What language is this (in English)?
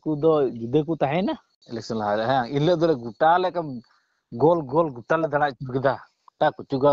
Santali